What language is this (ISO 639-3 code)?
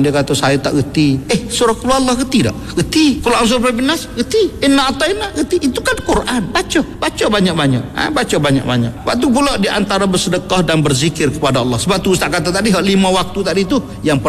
msa